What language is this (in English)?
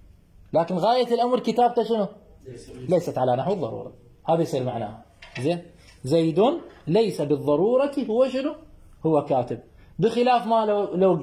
Mesopotamian Arabic